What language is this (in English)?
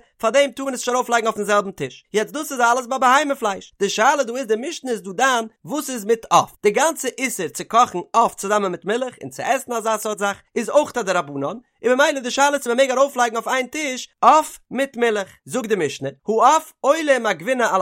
Yiddish